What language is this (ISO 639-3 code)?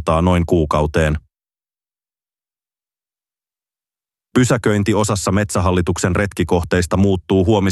fin